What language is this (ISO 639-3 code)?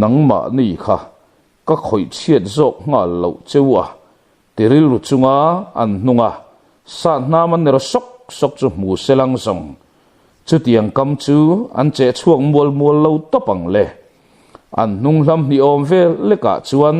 lus